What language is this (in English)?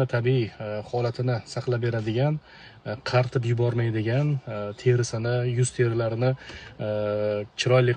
Uzbek